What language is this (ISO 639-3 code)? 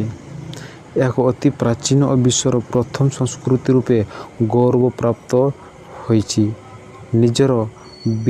ori